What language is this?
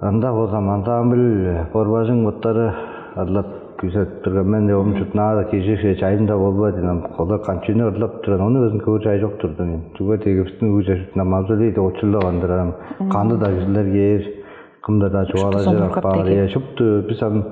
Tuvinian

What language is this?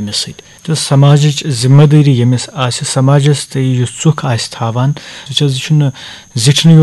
Kashmiri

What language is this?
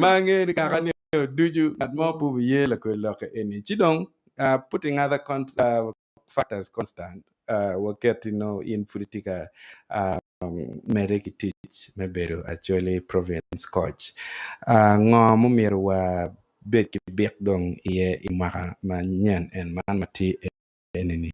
Acoli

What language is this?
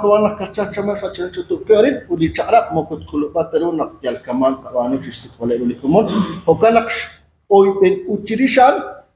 Kekchí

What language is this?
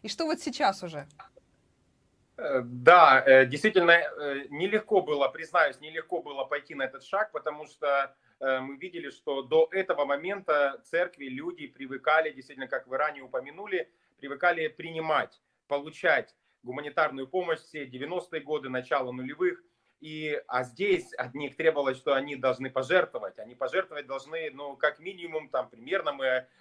Russian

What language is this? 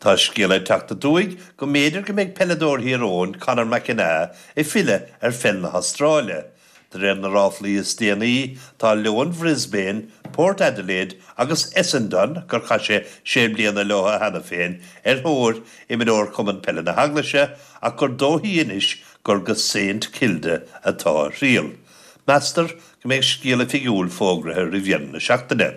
Irish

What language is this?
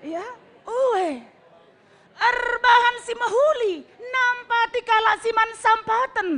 Batak Karo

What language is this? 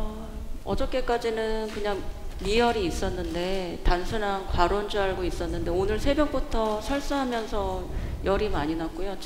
Korean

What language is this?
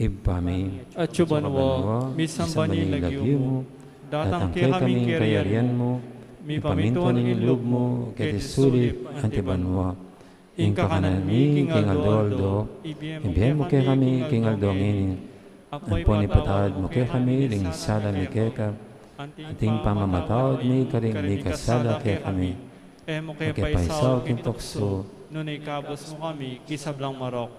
Pampanga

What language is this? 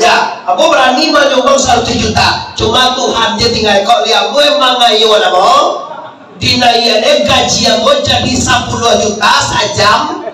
Minangkabau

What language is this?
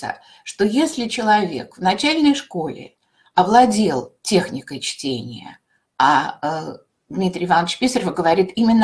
Russian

